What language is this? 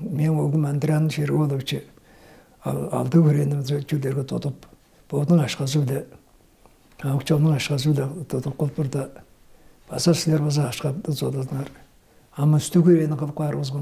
Tuvinian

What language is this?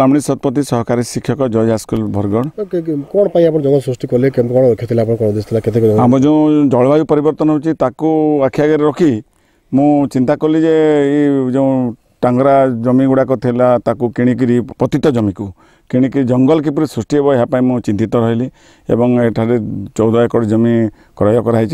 Odia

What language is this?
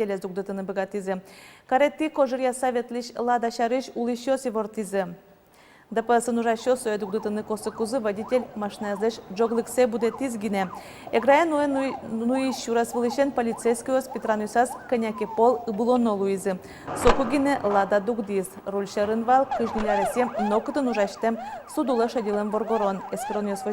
Udmurt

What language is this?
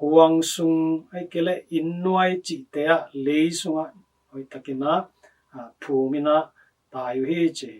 Tedim Chin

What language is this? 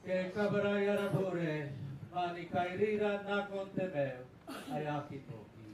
Gilbertese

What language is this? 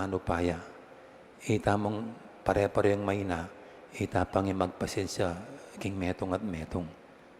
Pampanga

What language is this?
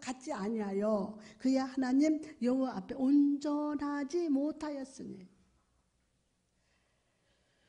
Korean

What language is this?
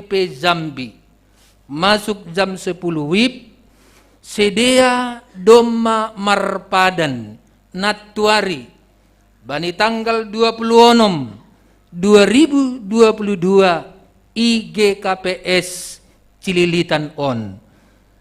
Batak Simalungun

